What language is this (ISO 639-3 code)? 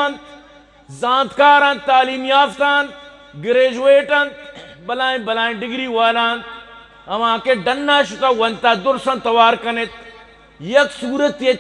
bgp